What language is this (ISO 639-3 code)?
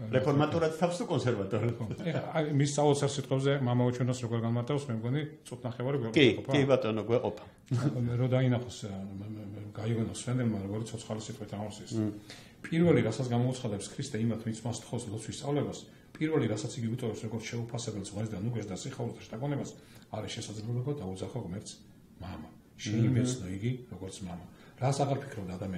kat